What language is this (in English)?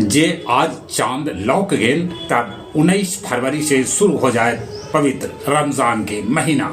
Magahi